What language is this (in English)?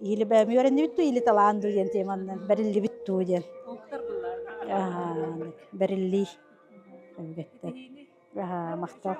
Yakut